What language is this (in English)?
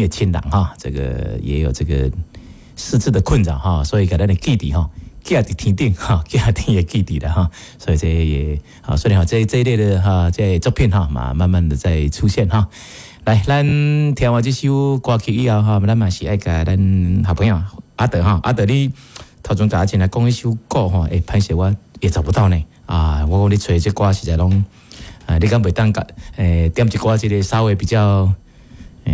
Min Nan Chinese